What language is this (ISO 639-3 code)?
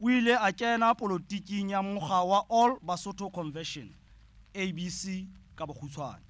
sot